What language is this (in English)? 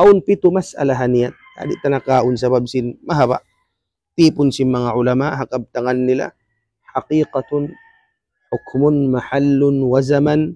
Tausug